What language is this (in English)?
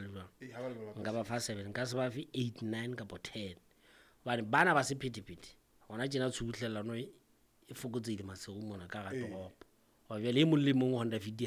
Southern Sotho